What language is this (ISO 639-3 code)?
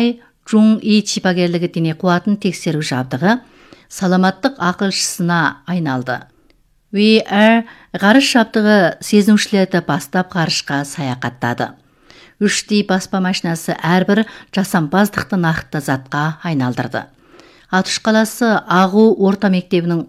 kaz